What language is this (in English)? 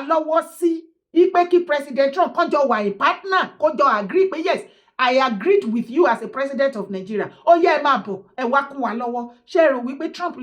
Yoruba